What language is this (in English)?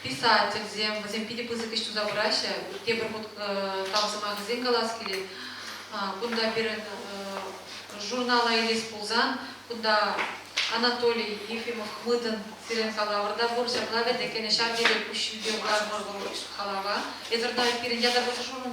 Chuvash